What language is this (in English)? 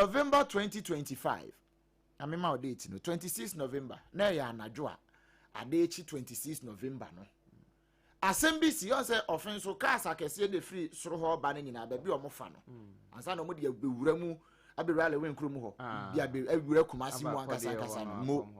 Akan